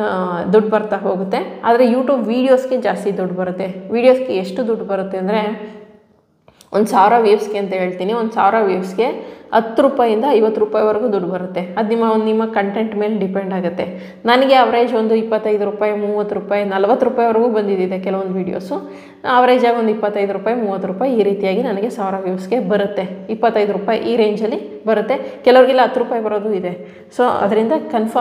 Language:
Kannada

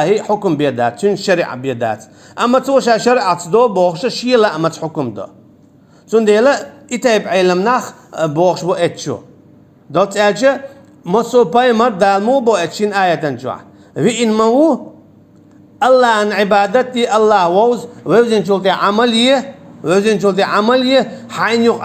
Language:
Chechen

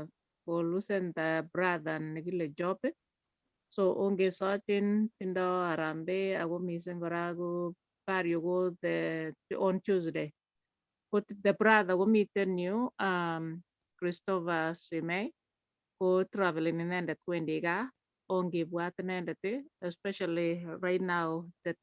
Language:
Kalenjin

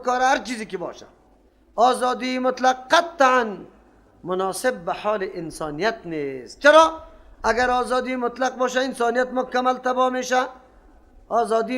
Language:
Persian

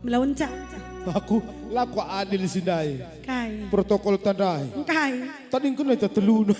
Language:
Batak Karo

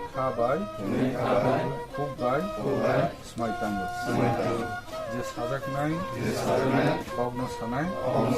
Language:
Kok Borok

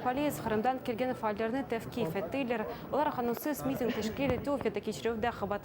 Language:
Crimean Tatar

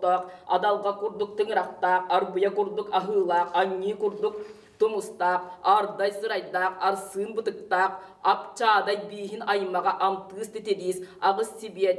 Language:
Yakut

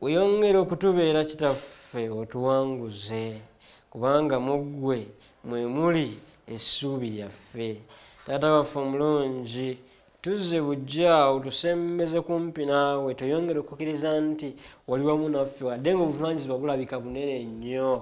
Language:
Ganda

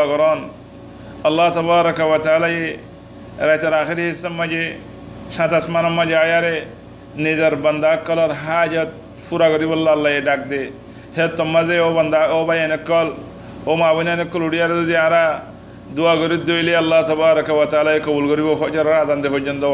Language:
Rohingya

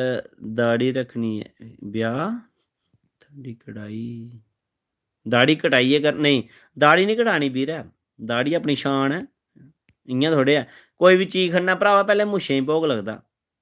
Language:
Dogri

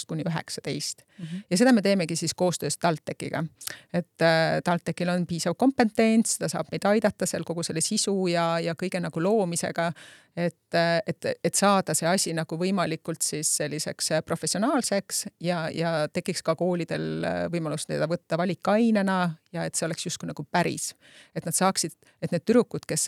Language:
Estonian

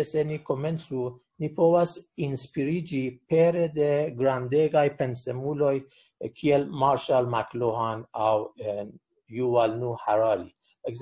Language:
Esperanto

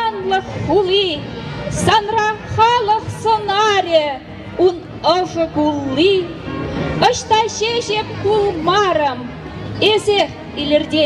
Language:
Chuvash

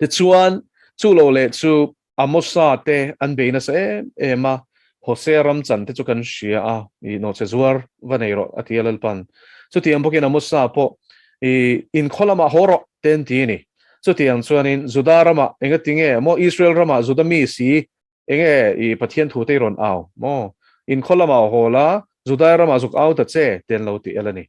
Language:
Mizo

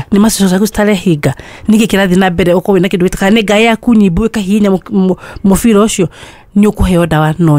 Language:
Kikuyu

